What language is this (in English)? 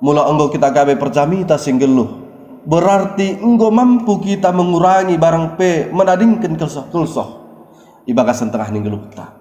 Batak Dairi